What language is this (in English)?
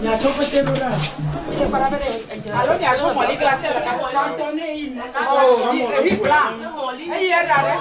Ewe